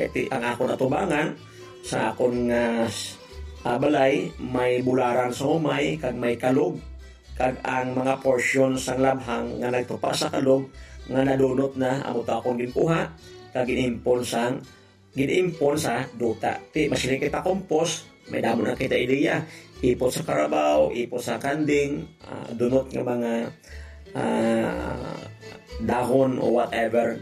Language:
Hiligaynon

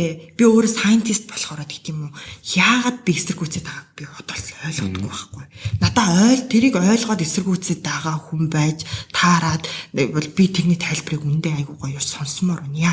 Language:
Mongolian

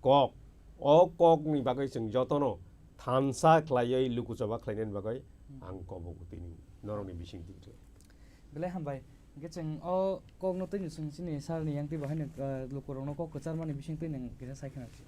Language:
Kok Borok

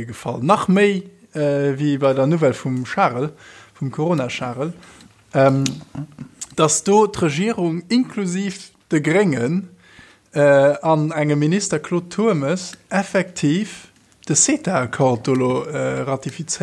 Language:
Luxembourgish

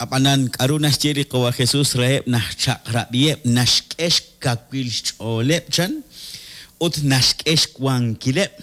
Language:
Kekchí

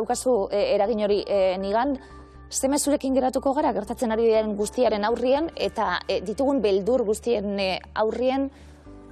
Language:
Basque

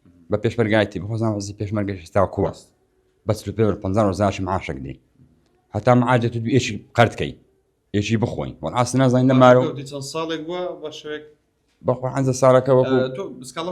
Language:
Central Kurdish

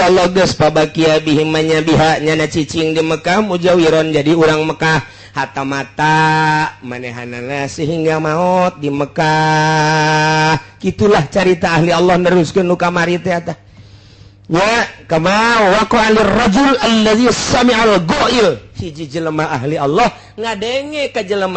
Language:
Sundanese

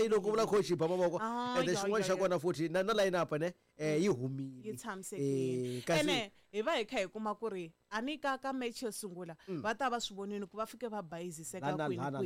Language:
Tsonga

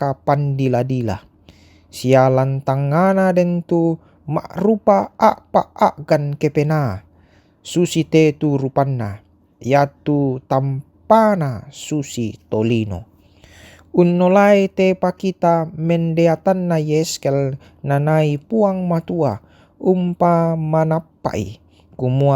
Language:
Toraja-Sa'dan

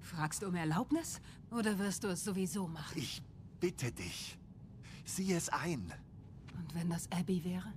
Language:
Bavarian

